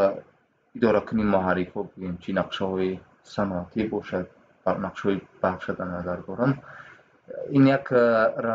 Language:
Tajik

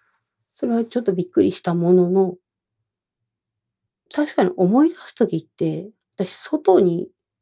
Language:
Japanese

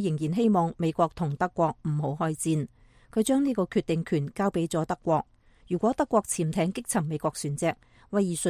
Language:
Cantonese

